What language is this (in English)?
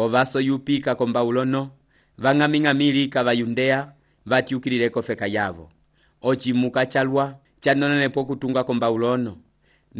Umbundu